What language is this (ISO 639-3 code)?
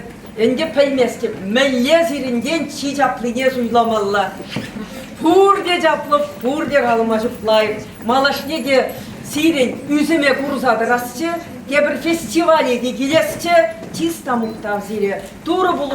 chv